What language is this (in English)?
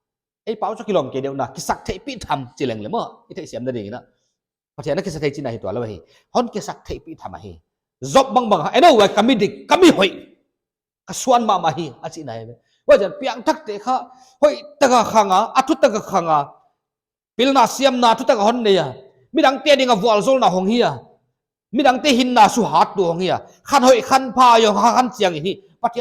Paite Chin